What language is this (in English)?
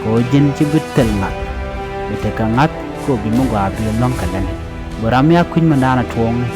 Nuer